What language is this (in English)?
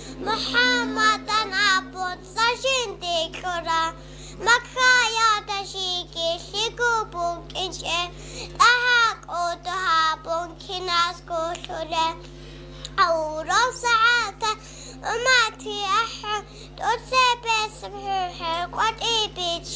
Avaric